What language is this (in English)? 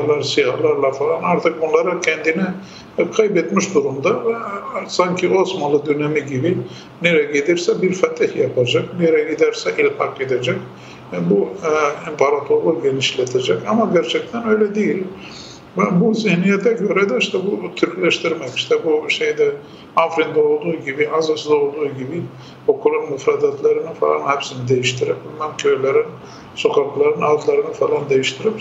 Turkish